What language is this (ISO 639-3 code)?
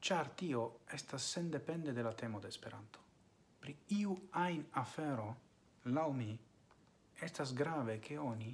epo